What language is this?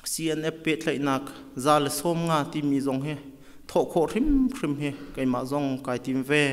Hakha Chin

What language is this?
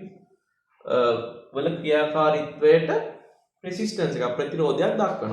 Sinhala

